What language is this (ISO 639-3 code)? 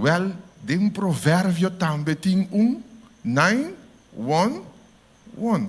pap